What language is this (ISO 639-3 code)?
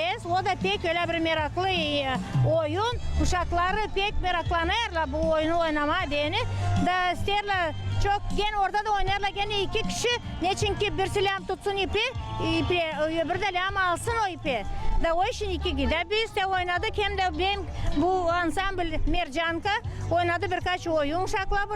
gag